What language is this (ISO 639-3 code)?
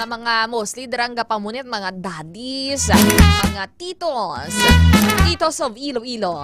hil